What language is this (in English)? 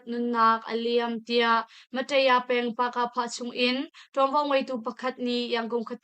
Hakha Chin